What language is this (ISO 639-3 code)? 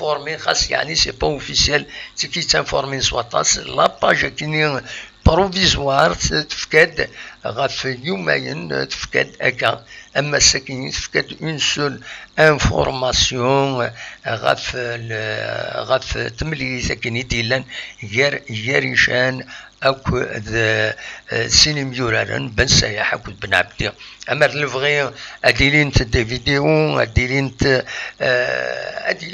kab